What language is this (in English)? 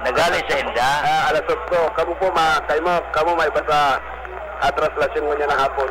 Bikol